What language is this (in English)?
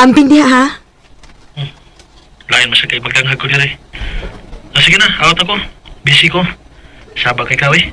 Cebuano